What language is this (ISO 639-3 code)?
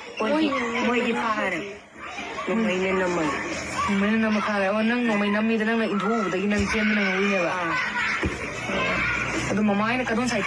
mni